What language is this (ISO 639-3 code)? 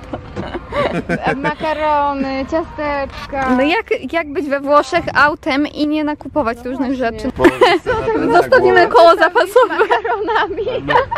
pol